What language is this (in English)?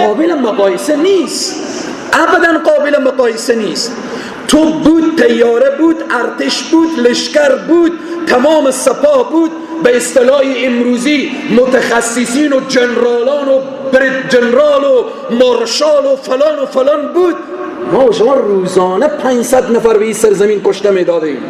Persian